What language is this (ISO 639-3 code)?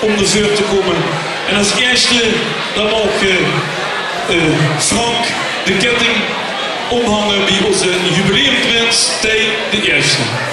lim